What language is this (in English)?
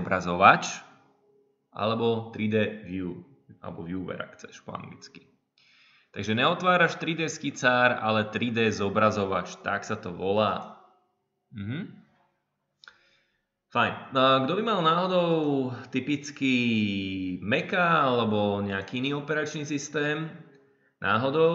Slovak